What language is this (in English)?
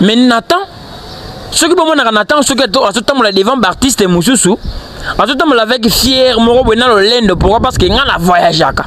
Lingala